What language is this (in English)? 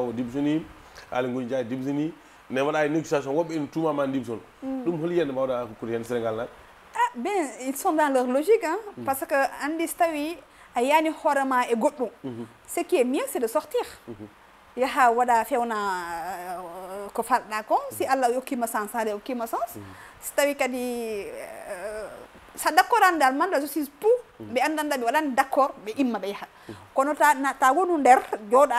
Fula